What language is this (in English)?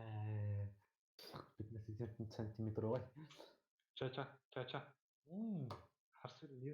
Yakut